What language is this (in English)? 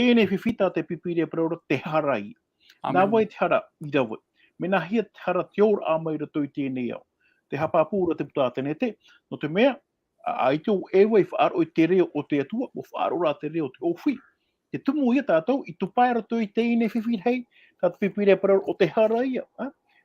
Tahitian